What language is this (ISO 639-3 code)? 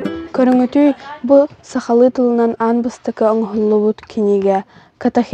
sah